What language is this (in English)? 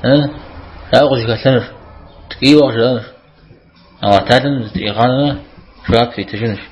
Kabardian